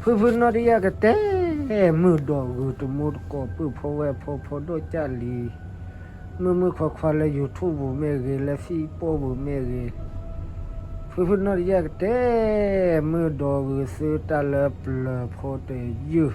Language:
S'gaw Karen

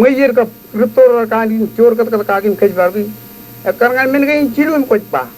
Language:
Marshallese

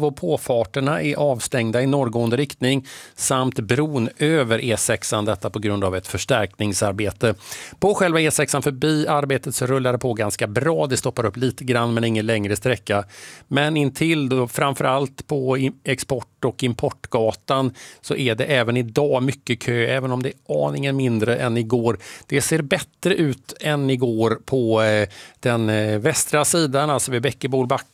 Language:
Swedish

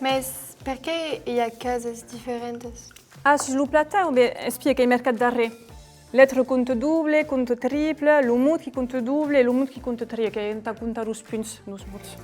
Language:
Occitan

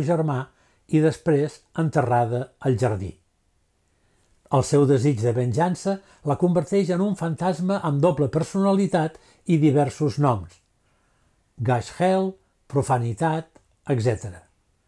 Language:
Catalan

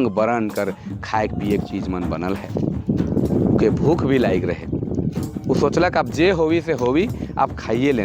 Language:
Sadri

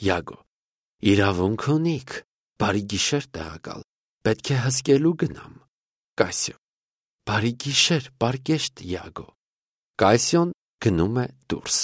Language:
Armenian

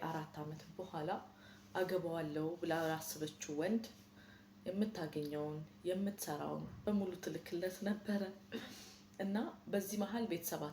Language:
Amharic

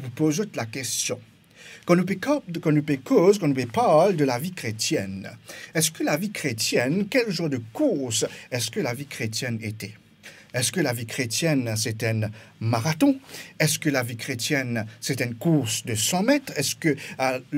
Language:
Morisyen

